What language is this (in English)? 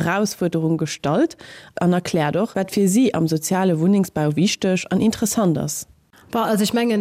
Luxembourgish